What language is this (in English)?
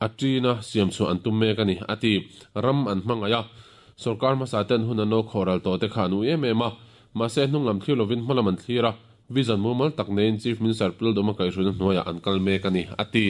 Mizo